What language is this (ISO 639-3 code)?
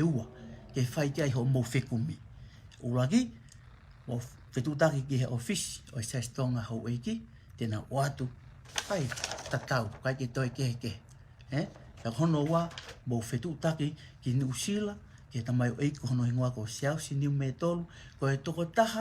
ton